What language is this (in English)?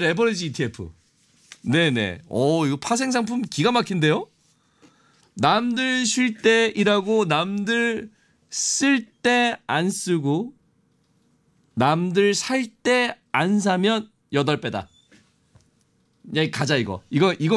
Korean